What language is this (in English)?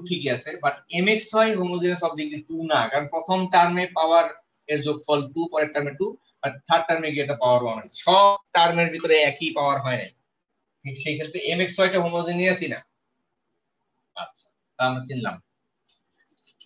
Bangla